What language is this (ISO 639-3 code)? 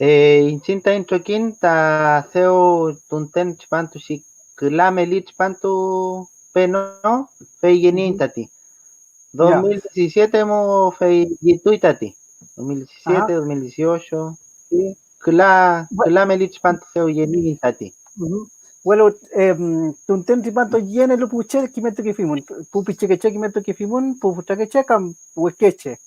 arn